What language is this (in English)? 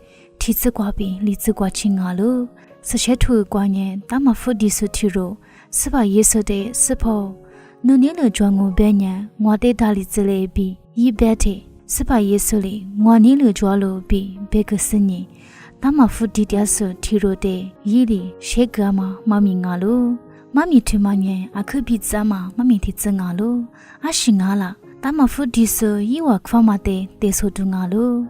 Lisu